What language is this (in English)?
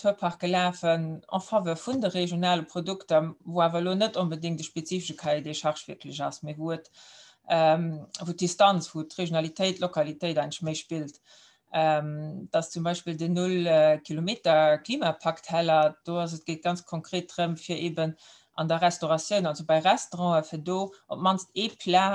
Luxembourgish